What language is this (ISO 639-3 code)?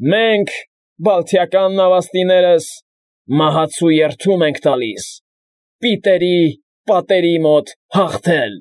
hye